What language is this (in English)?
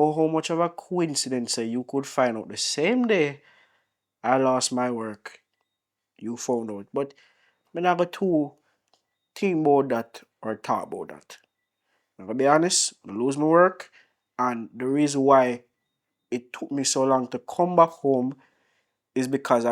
Jamaican Creole English